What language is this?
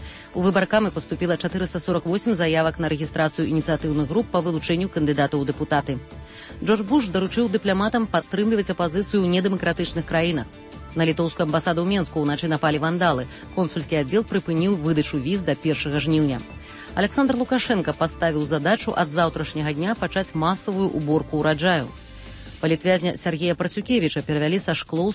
Belarusian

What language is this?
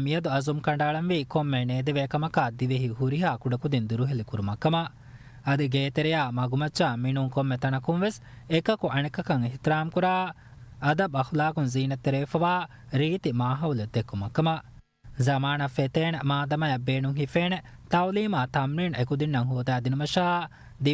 Divehi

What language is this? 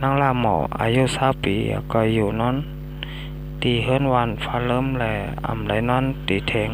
Shan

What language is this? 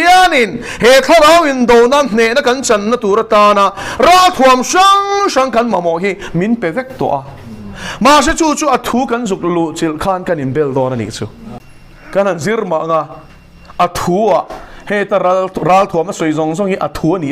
Mizo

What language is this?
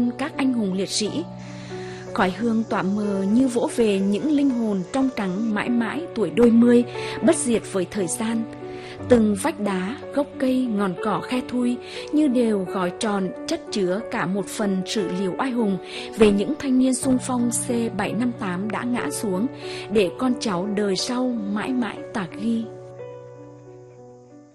Vietnamese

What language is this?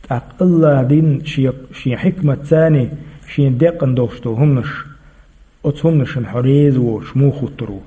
Chechen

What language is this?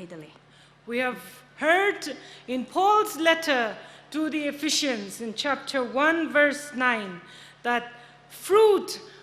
Tangkhul Naga (India)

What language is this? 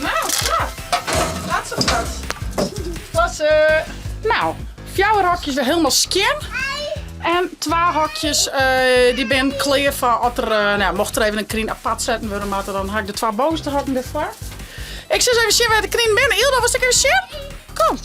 Western Frisian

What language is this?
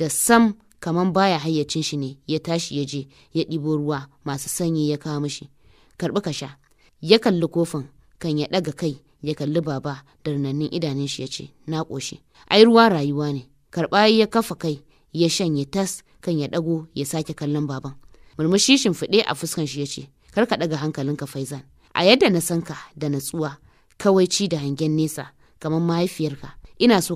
Hausa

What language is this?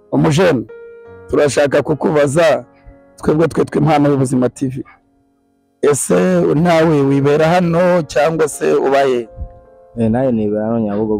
Kinyarwanda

